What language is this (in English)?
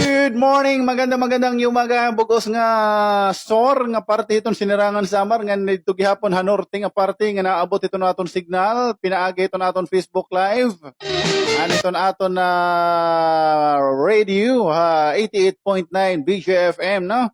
Waray